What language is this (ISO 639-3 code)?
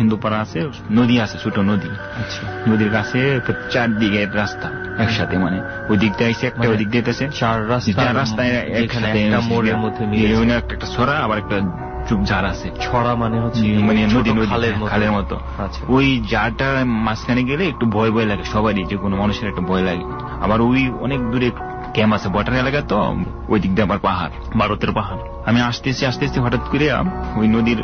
ben